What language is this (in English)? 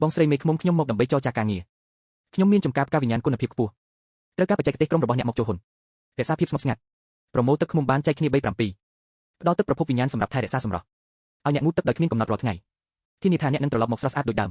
Khmer